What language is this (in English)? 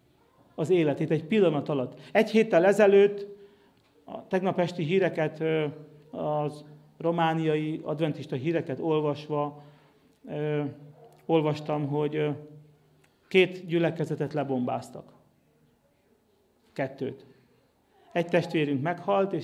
Hungarian